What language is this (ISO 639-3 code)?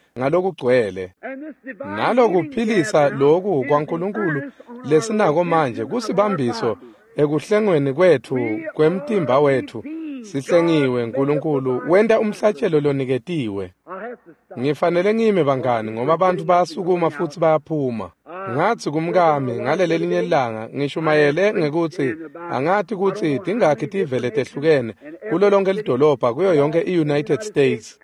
ssw